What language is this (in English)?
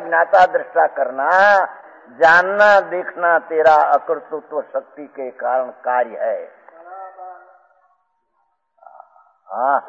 Hindi